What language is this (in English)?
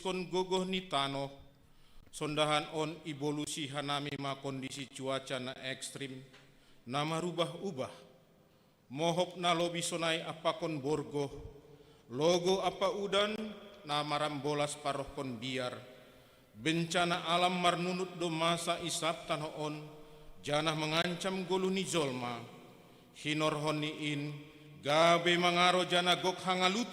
Batak Simalungun